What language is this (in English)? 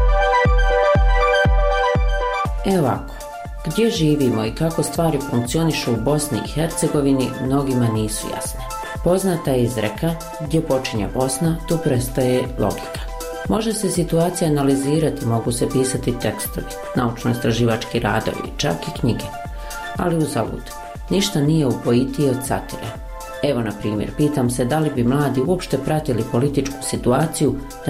Bosnian